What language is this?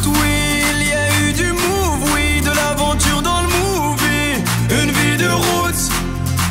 French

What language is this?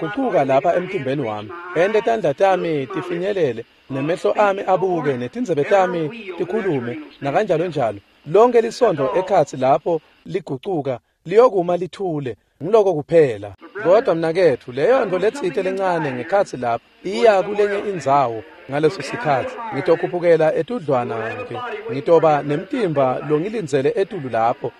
Swati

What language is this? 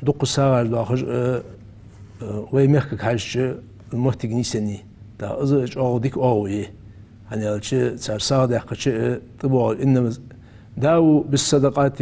Ingush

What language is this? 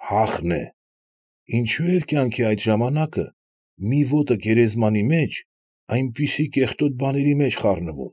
Armenian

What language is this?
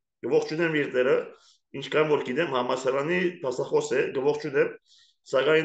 Armenian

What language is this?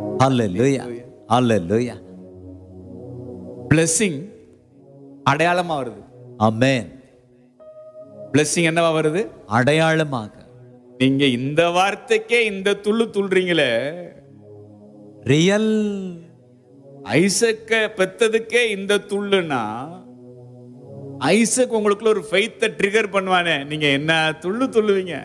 Tamil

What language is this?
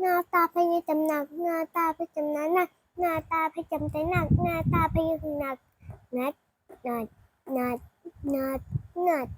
Shan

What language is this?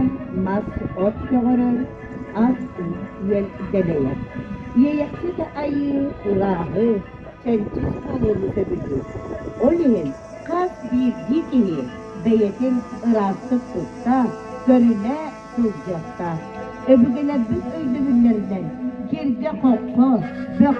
Yakut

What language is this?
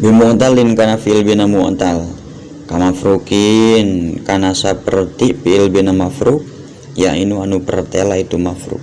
Sundanese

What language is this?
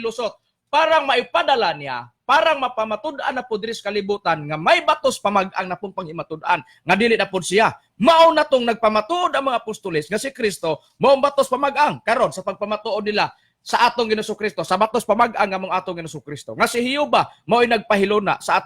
Cebuano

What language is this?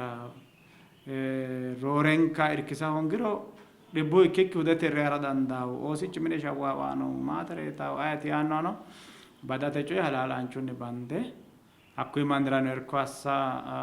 Sidamo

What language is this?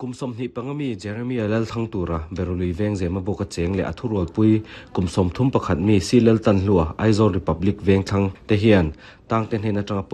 Mizo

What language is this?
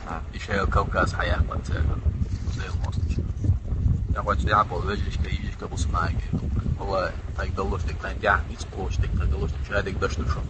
Chechen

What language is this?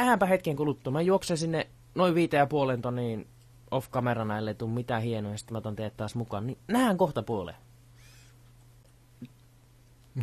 Finnish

